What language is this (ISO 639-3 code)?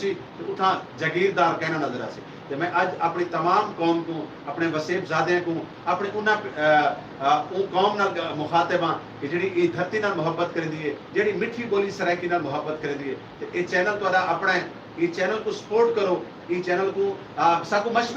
skr